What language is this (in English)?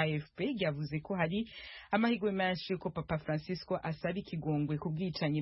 Kinyarwanda